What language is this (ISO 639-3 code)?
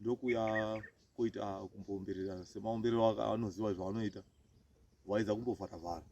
sna